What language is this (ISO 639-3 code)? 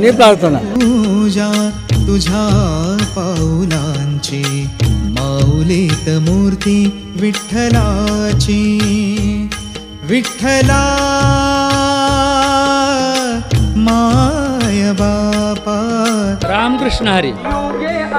mar